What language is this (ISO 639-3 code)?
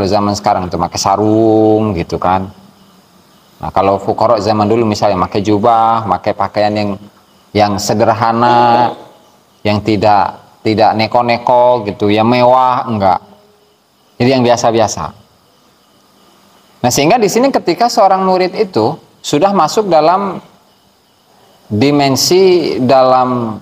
ind